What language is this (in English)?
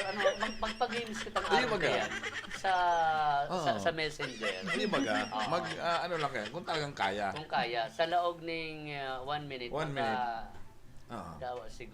Bikol